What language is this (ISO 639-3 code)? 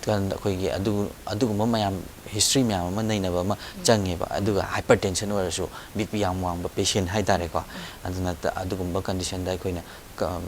mni